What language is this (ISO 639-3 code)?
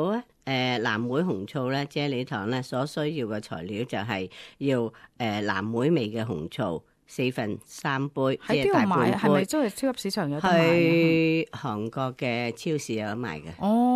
yue